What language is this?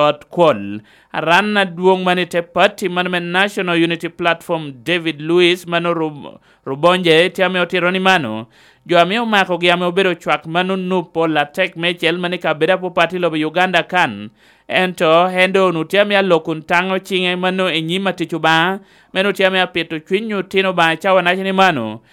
Lango (Uganda)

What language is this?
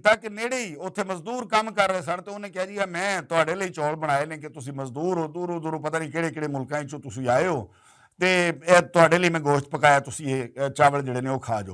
Western Panjabi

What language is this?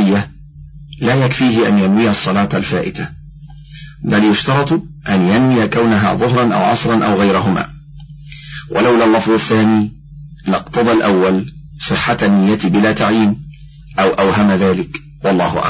Arabic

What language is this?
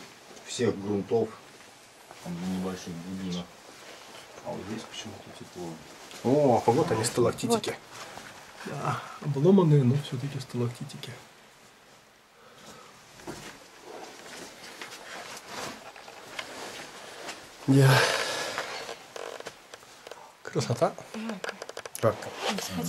Russian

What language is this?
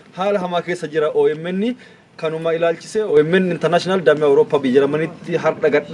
Oromo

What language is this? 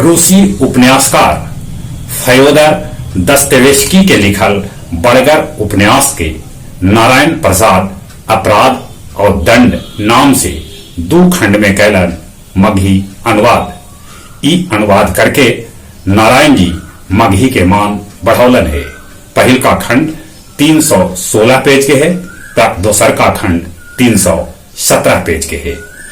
Magahi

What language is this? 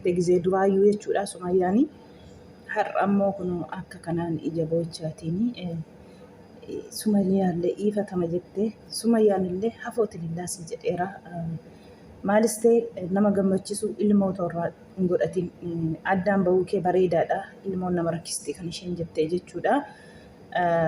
Oromo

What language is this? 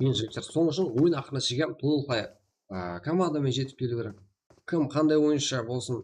Kara-Kalpak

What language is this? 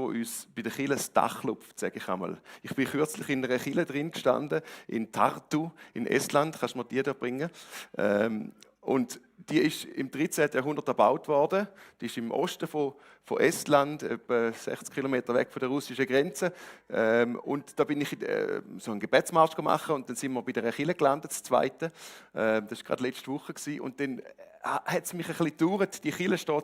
Swiss German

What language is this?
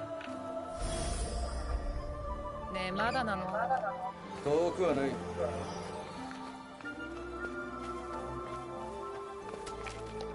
Japanese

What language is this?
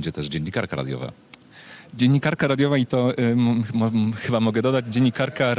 Polish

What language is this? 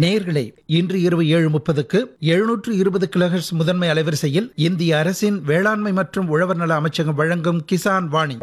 Tamil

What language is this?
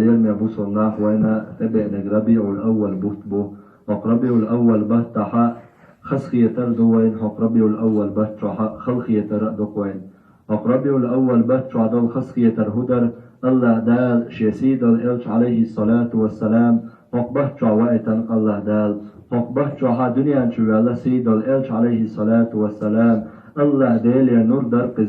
Chechen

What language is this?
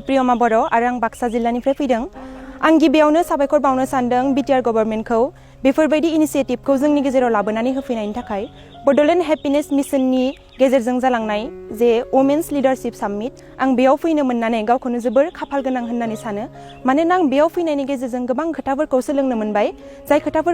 Bodo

